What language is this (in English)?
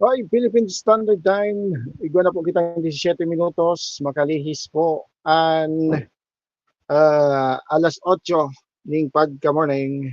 Bikol